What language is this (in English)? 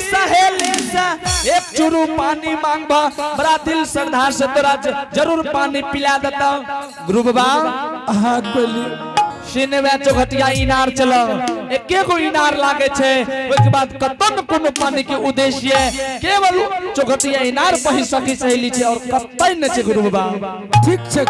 Angika